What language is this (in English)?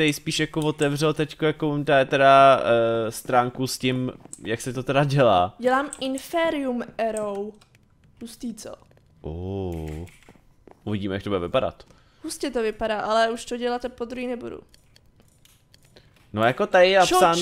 Czech